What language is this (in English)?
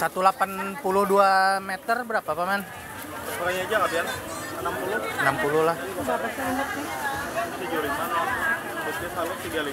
Banjar